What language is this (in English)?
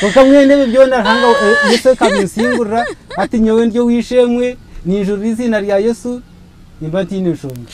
Nyankole